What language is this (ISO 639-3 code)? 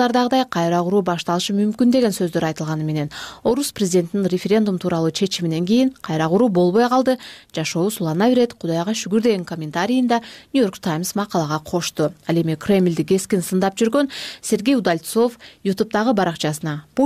kir